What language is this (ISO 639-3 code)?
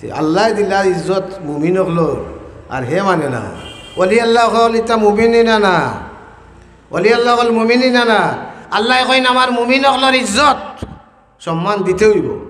syl